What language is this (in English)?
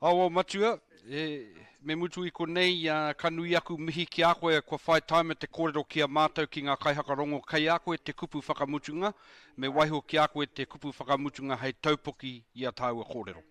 Māori